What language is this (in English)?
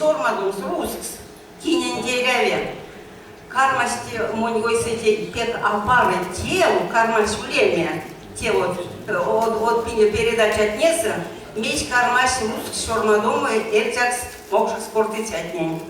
Erzya